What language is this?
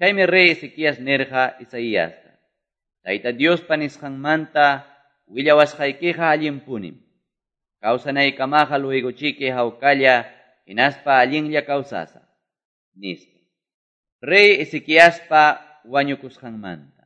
Quechua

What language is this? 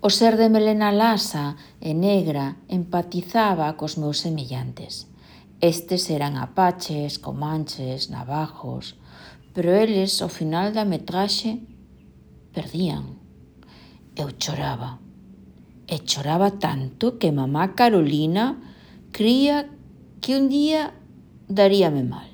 Galician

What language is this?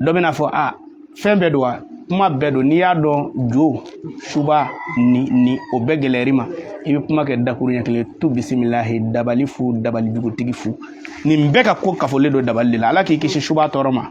Bambara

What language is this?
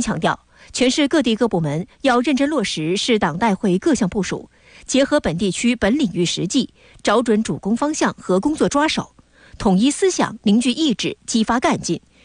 Chinese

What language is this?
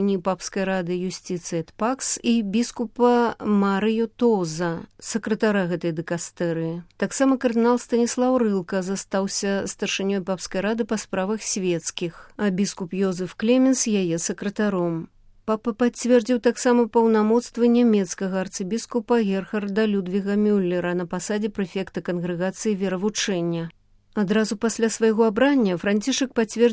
Belarusian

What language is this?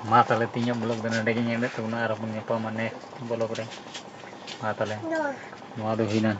Santali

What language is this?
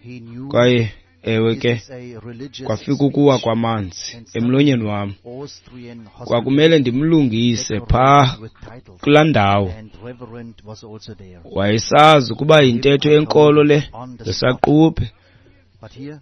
Xhosa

